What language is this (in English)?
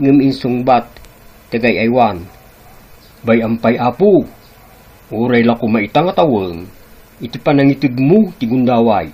Iloko